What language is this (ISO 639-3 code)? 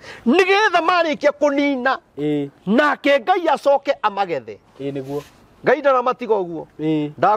kik